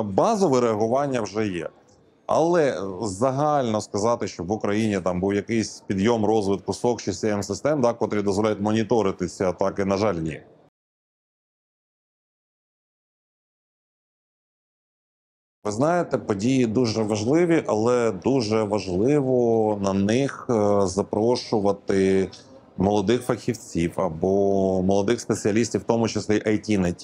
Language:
Ukrainian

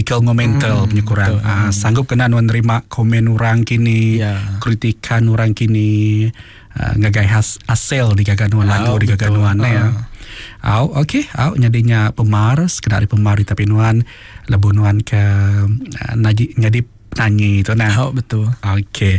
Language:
Iban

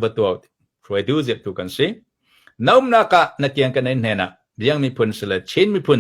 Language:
Falam Chin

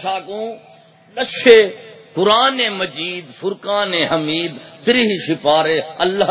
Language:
Saraiki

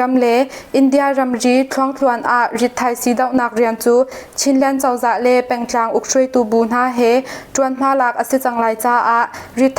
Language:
Hakha Chin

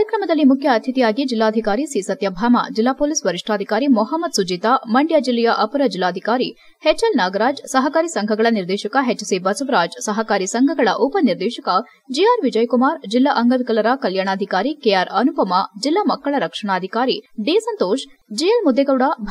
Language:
Kannada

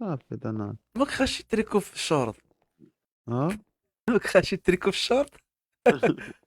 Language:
Moroccan Arabic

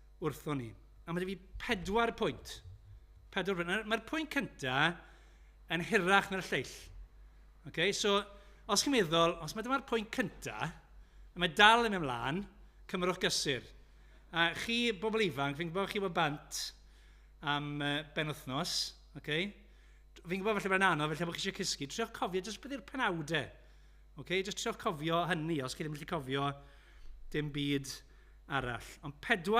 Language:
Welsh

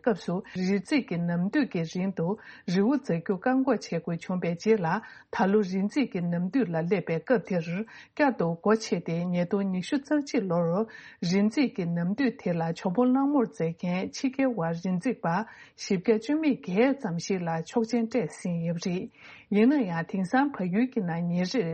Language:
Tibetan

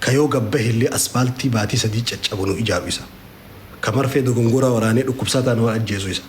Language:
Oromo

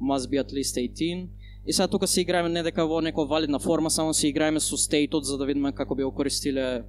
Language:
Macedonian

